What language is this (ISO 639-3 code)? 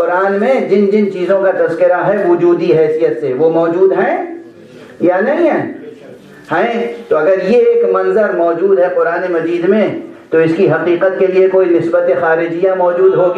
urd